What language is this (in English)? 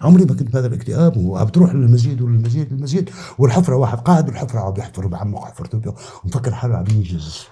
North Levantine Arabic